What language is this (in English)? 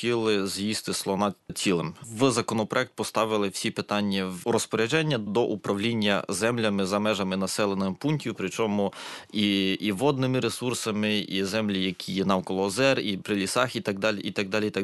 Ukrainian